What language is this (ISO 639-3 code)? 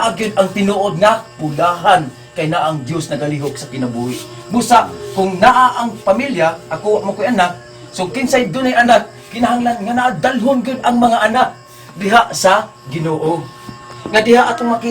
ceb